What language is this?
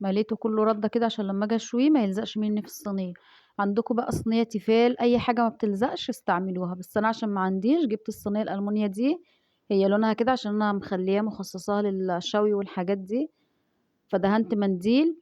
Egyptian Arabic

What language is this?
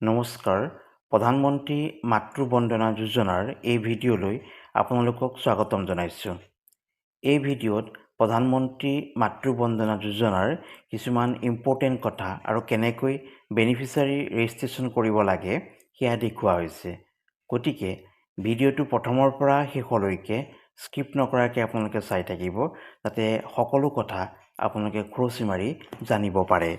Assamese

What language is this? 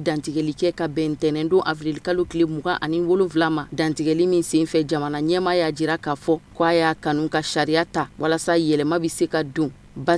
Bambara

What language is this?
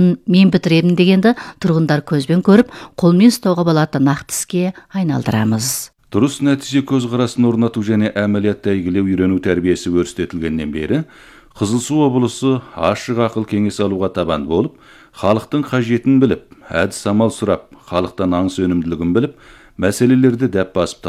Kazakh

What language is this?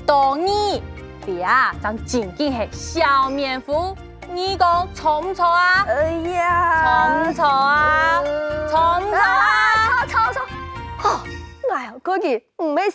Hakka Chinese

